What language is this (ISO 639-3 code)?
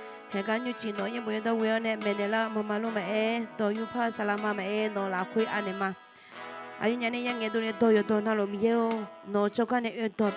ahk